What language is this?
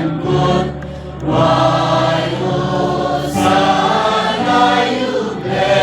Khasi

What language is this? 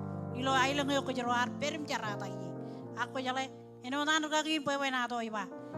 Marshallese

